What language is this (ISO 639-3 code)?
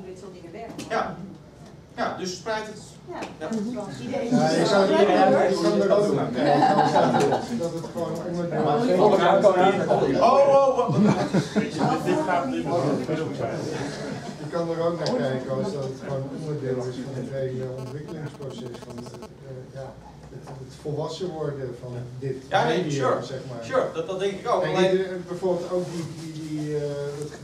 nld